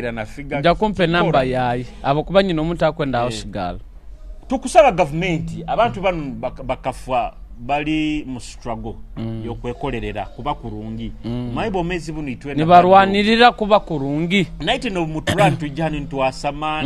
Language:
Nyoro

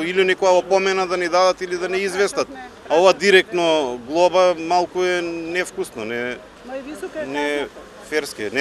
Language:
Macedonian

